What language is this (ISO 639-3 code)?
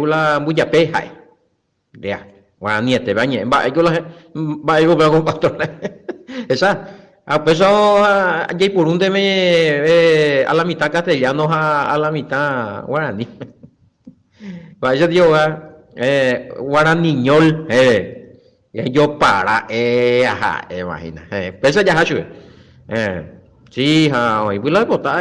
grn